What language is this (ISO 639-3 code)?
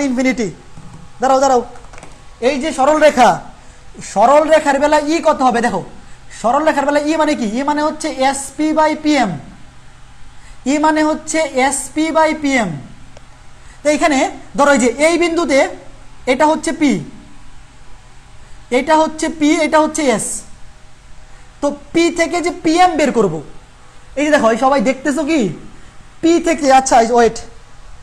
ben